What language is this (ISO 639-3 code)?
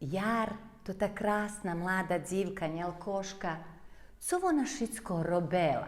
rue